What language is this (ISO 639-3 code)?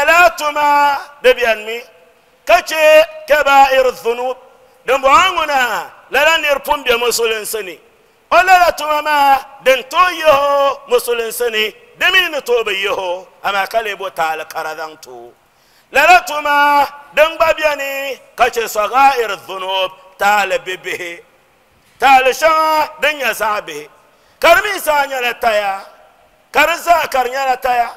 dag